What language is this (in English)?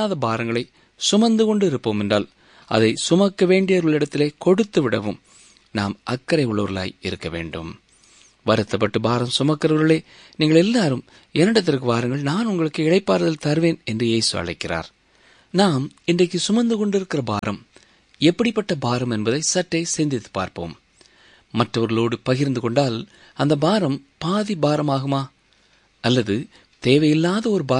Tamil